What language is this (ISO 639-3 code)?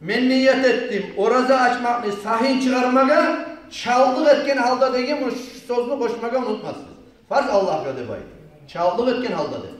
kum